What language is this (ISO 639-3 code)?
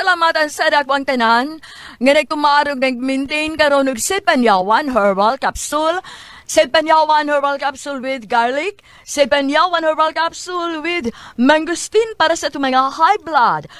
ceb